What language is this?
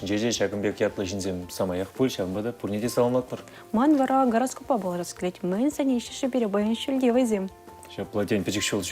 Chuvash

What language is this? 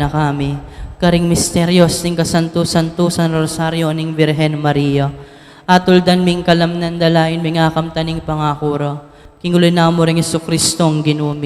Pampanga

